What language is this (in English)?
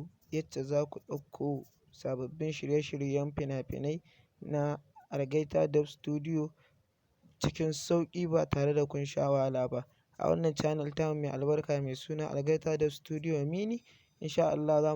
Hausa